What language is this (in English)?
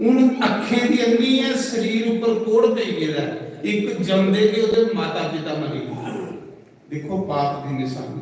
Dogri